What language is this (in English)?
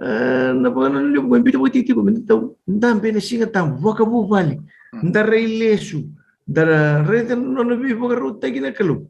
Fijian